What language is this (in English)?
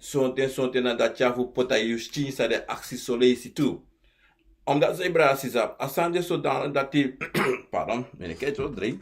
Sranan Tongo